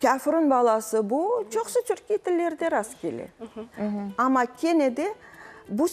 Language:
Crimean Tatar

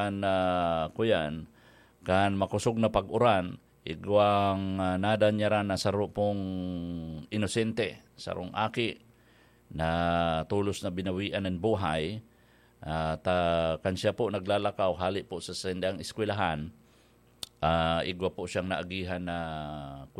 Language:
Bikol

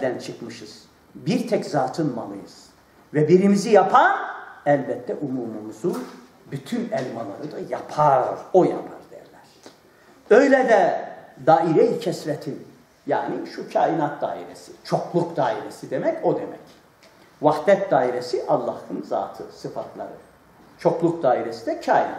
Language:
Turkish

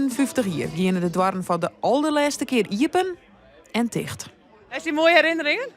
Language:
Western Frisian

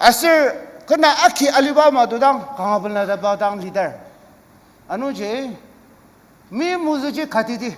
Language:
Ao Naga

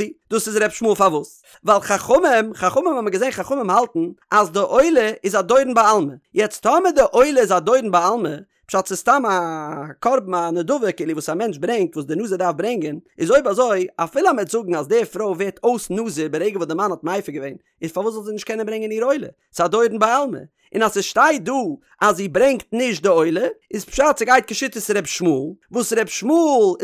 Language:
Yiddish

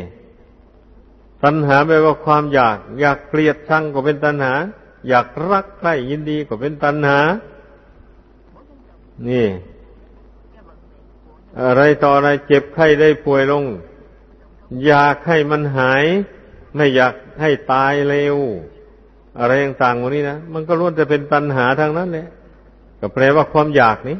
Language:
Thai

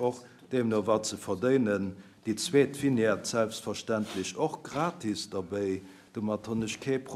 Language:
Luxembourgish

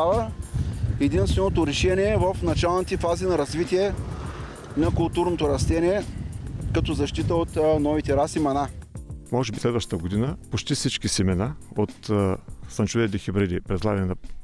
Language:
Bulgarian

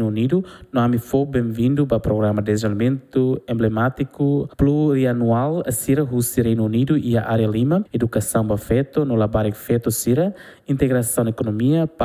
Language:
Tetum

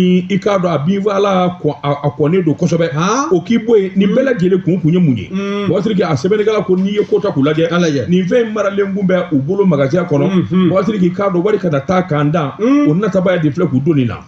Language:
Bambara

